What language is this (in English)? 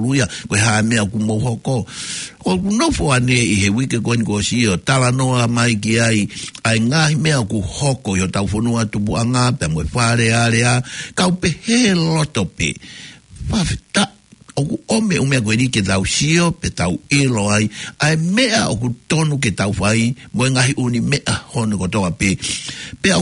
Tongan